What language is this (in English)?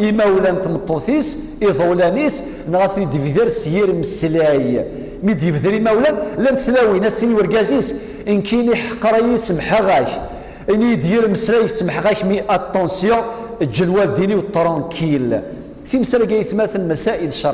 Kabyle